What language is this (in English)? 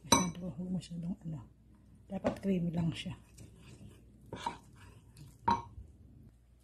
Filipino